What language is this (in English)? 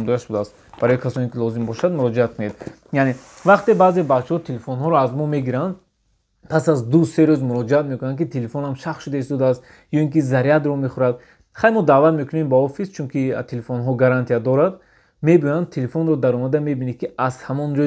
Tajik